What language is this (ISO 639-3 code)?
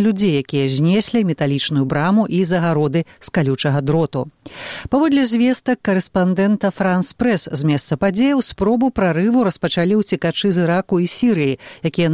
bel